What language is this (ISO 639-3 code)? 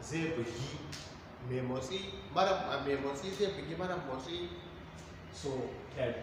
hau